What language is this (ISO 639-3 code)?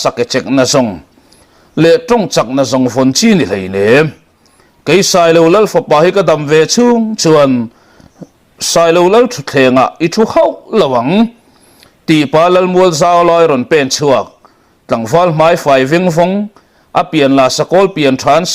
lus